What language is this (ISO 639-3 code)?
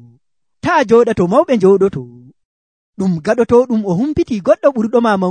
fuv